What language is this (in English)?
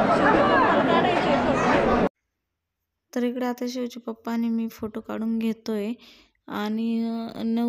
Marathi